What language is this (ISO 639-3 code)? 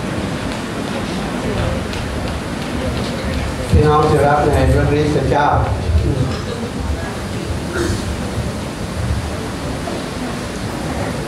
tha